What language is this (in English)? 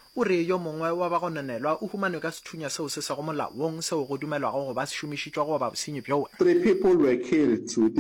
Northern Sotho